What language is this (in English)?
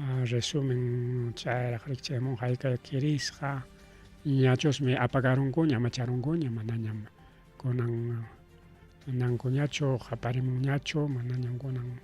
Ayacucho Quechua